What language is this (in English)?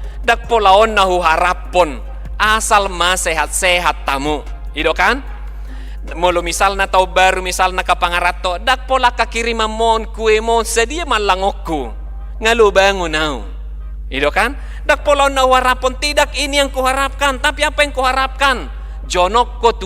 Batak Toba